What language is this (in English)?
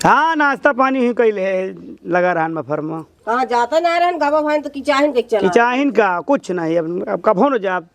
Awadhi